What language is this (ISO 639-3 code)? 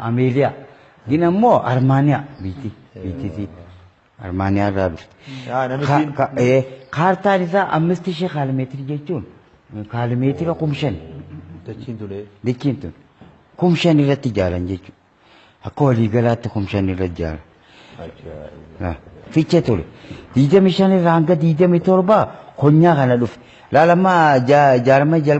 orm